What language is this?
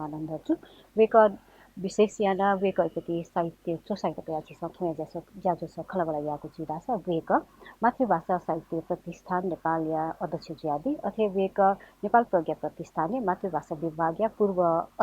Newari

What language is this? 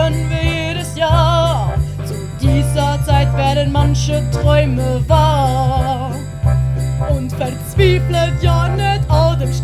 Swiss German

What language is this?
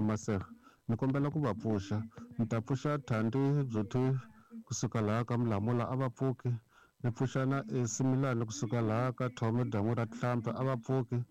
Tsonga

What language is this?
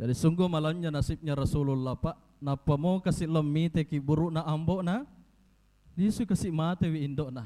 Buginese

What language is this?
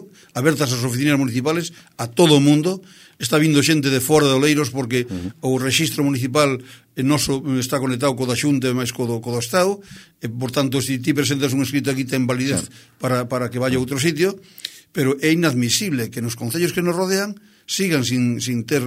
Galician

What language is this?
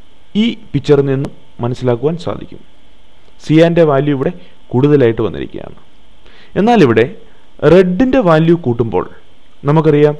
Malayalam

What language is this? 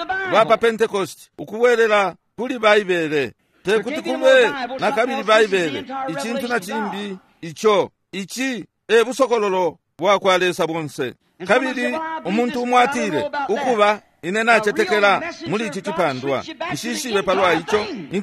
Bemba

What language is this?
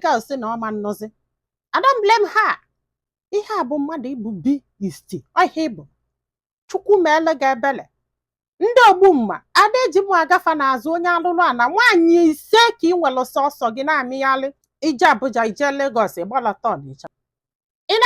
Igbo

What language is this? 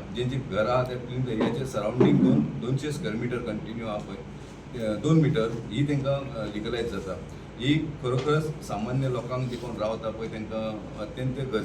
Konkani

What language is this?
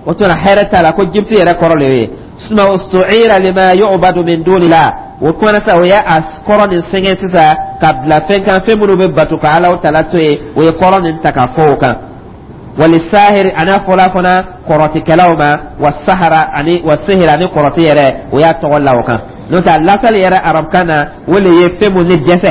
Dyula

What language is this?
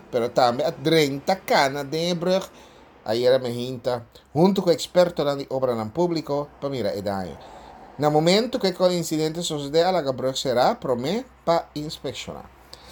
Papiamento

